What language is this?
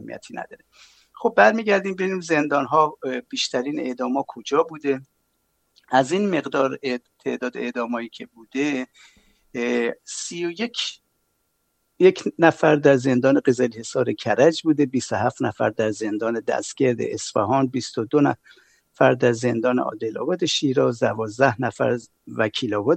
Persian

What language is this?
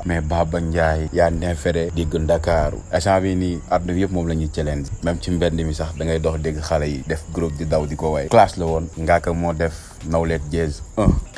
Wolof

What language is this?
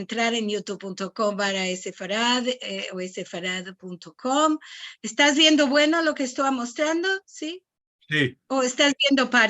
Ladino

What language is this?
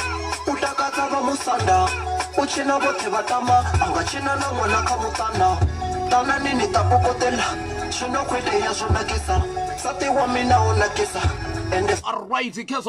Venda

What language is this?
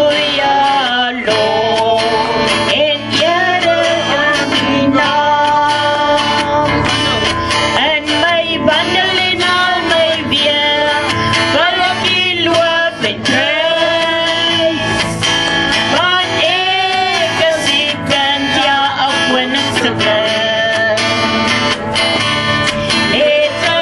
Afrikaans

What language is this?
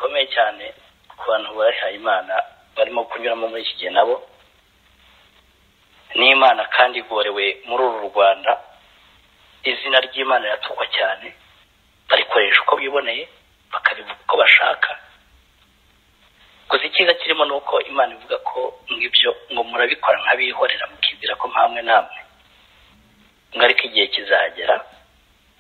Kinyarwanda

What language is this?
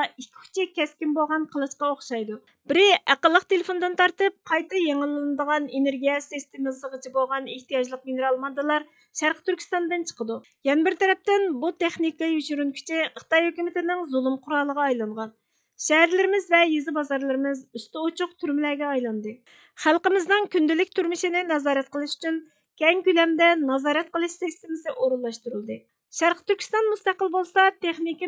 Uyghur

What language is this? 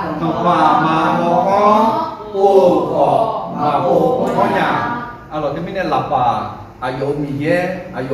Akha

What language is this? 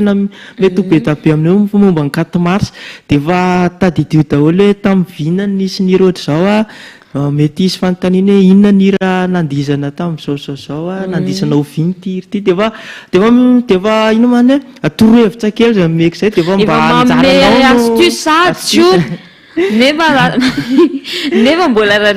Malagasy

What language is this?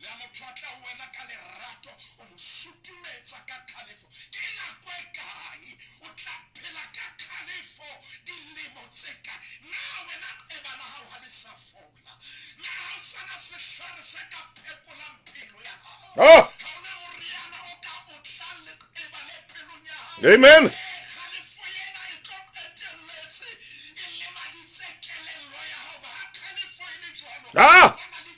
Southern Sotho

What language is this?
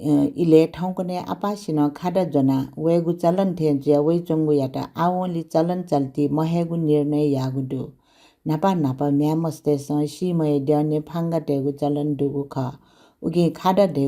Newari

